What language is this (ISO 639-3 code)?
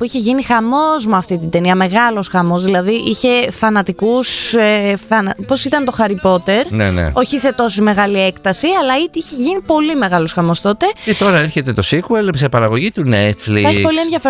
ell